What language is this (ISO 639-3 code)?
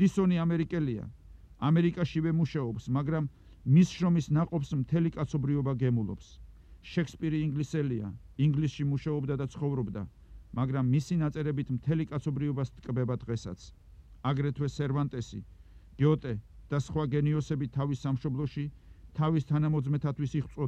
kat